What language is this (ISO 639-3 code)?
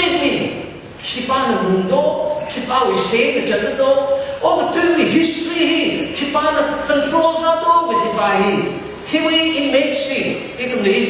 nmf